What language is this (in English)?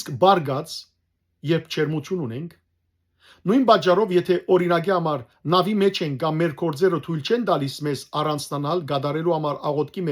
Western Armenian